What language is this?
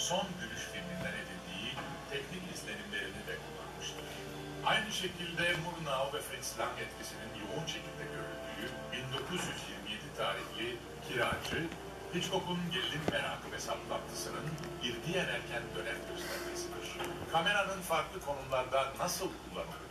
Turkish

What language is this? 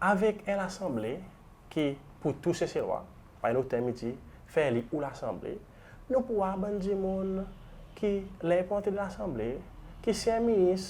Seselwa Creole French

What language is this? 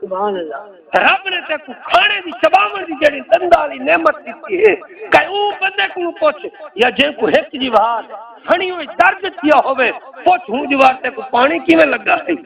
Saraiki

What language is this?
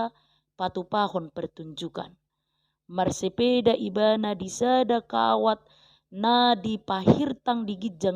Batak Toba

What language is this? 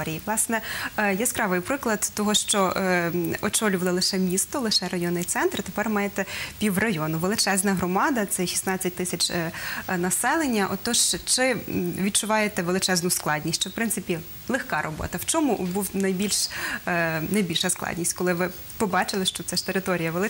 Ukrainian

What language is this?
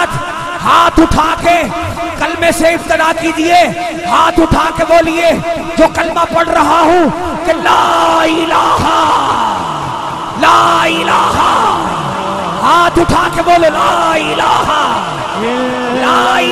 Urdu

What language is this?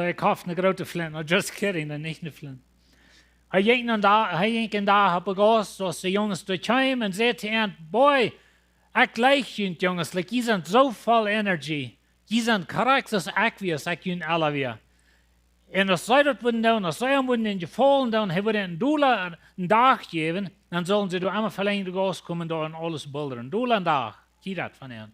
Plautdietsch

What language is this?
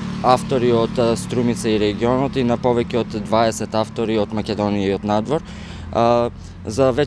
Macedonian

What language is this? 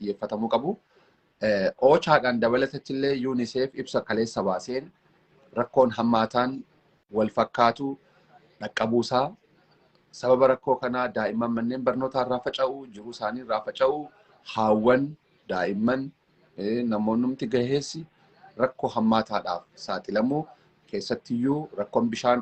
Oromo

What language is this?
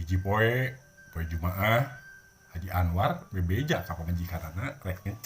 Sundanese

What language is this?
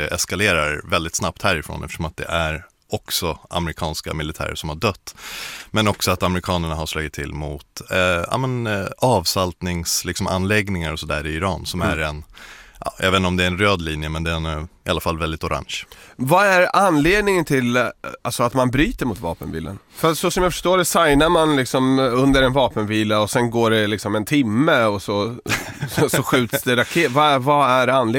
Swedish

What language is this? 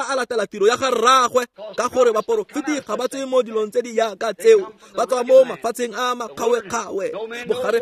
Tswana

